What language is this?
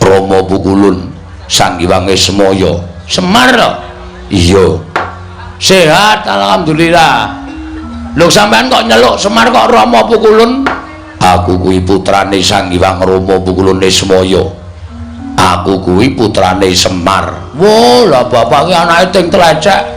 Javanese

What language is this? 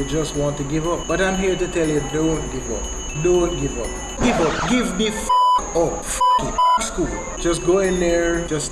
Jamaican Creole English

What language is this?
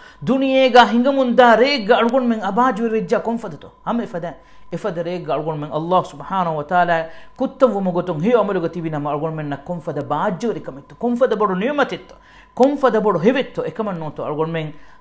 Divehi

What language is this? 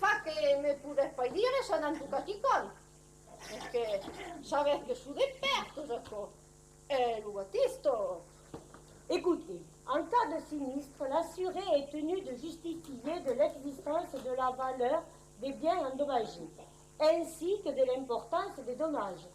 Occitan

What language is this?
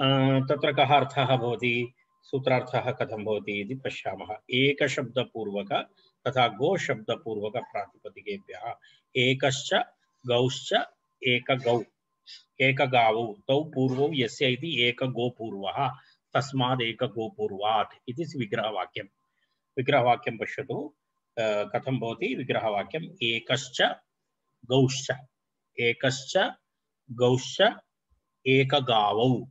Sanskrit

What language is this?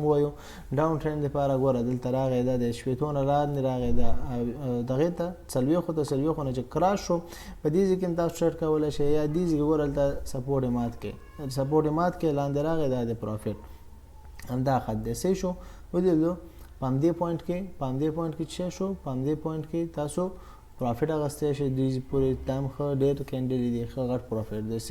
Pashto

